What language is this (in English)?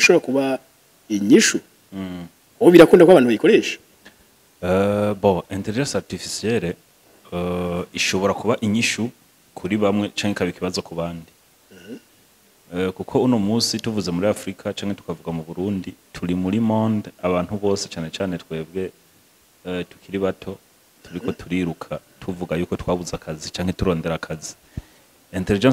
Rundi